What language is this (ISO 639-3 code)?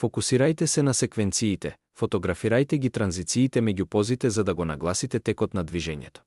mkd